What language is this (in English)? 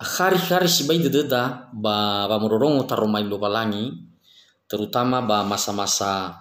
Nias